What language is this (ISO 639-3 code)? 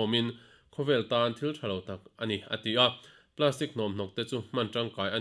lus